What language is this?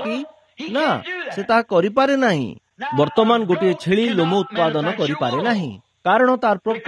Odia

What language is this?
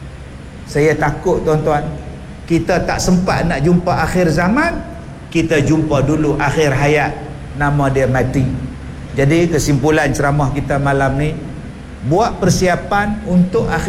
Malay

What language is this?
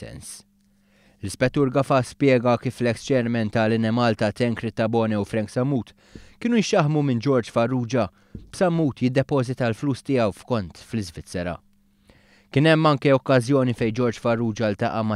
Maltese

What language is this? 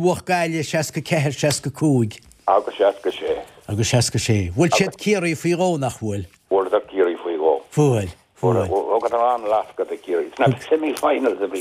Irish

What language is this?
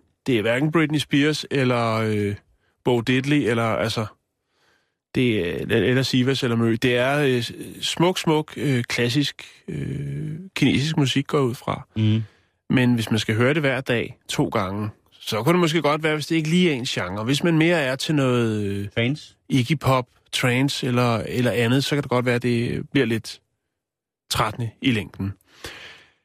Danish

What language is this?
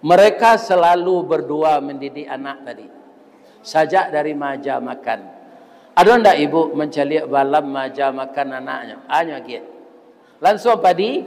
Minangkabau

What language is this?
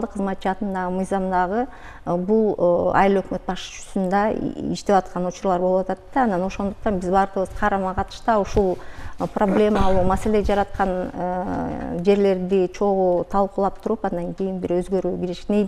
Kyrgyz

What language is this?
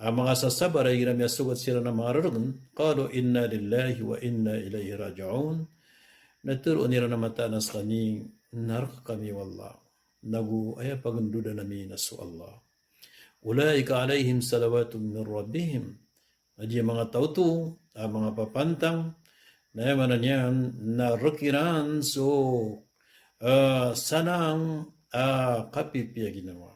Maranao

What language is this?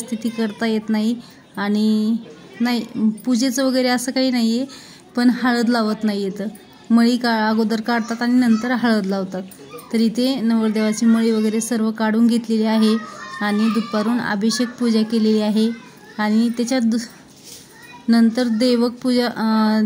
Marathi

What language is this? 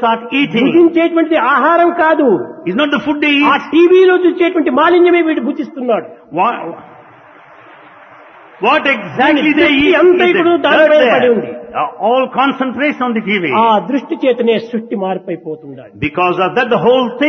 Telugu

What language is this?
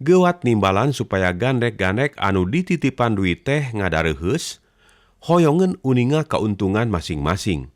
Sundanese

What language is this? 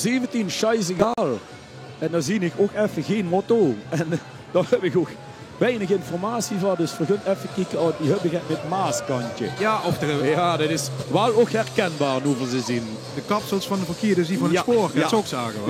Limburgish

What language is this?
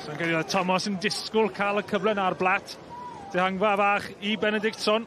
Welsh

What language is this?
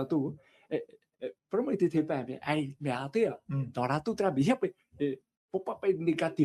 Tahitian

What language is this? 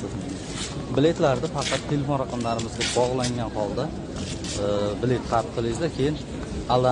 Uzbek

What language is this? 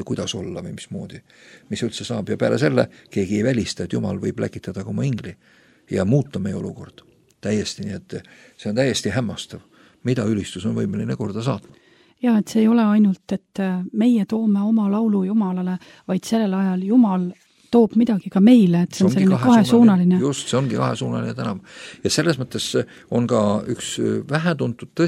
Estonian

